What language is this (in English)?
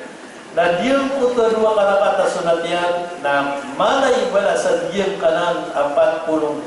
Maranao